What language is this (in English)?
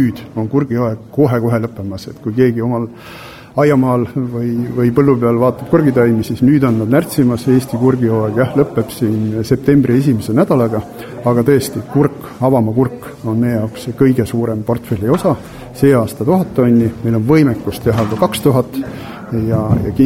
Estonian